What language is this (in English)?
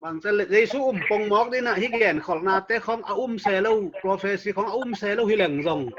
Tedim Chin